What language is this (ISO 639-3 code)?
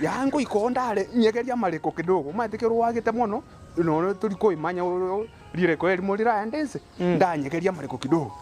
guz